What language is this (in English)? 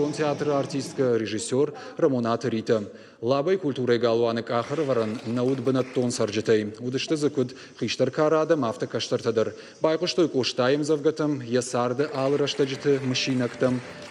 Ossetic